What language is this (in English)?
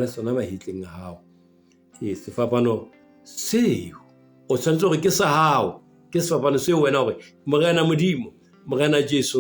Southern Sotho